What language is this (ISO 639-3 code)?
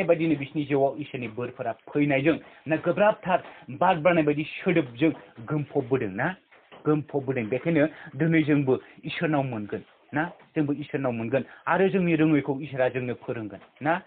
brx